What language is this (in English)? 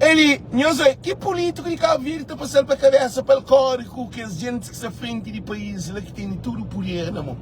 Kabuverdianu